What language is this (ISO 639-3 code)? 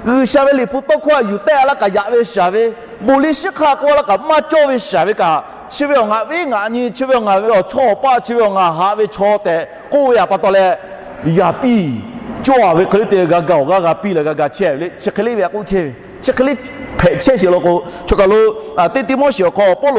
lhu